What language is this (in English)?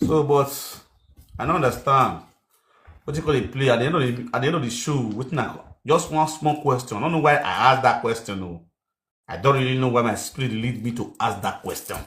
Nigerian Pidgin